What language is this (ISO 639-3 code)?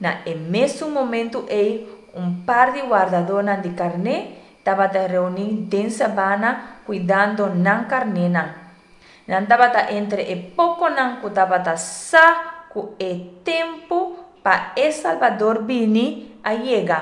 pap